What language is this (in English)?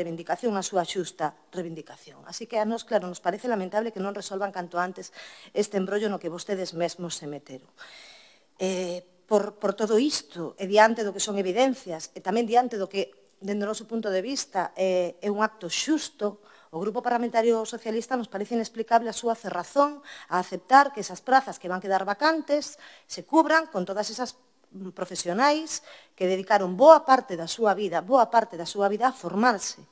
Galician